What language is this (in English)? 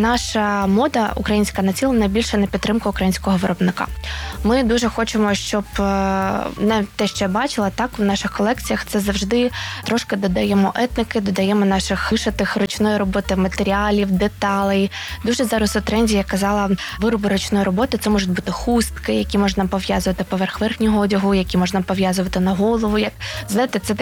Ukrainian